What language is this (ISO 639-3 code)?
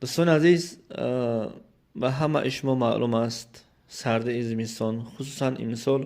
tgk